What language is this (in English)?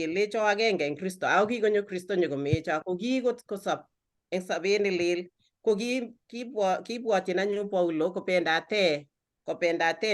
Kalenjin